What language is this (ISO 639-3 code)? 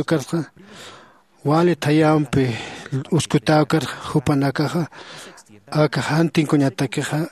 aym